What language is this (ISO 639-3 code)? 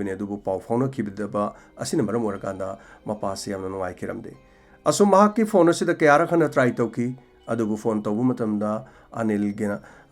mni